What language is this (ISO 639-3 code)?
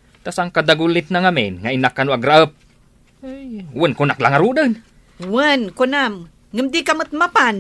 ilo